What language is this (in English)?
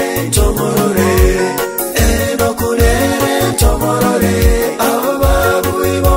Gusii